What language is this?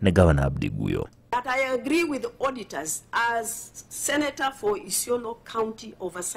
Luo (Kenya and Tanzania)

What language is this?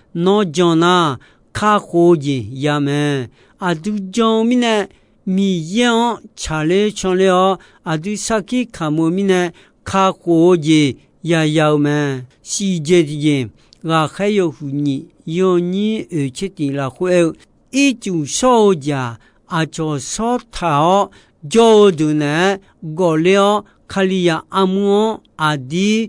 Akha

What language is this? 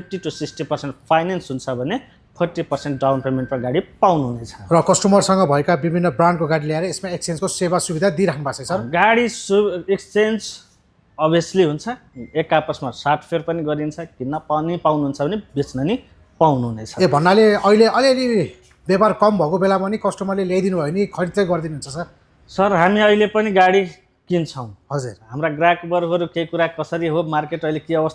Nepali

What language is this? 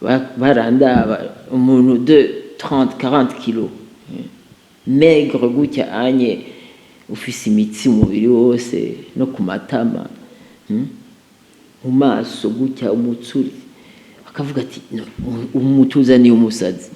Rundi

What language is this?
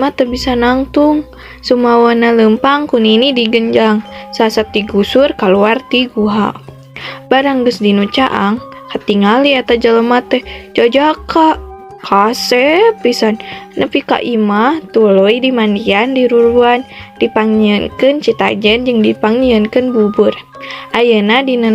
Sundanese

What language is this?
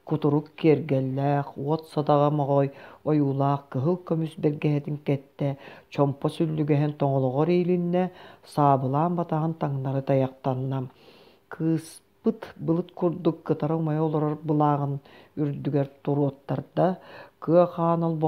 Yakut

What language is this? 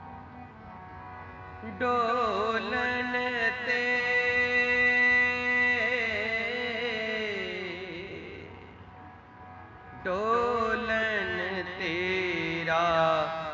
Punjabi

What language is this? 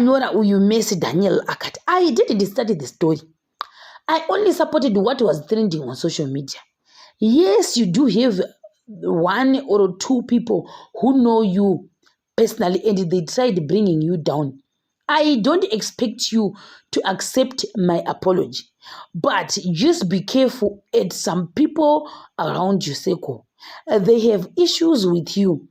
Shona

